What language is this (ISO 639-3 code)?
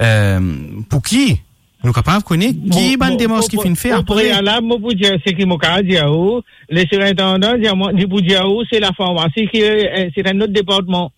mfe